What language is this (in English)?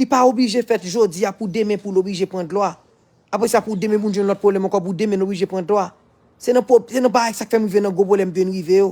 Haitian Creole